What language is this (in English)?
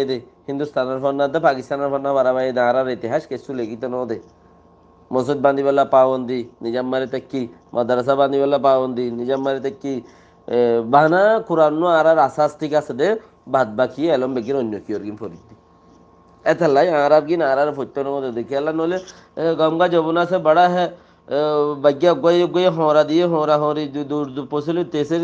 Rohingya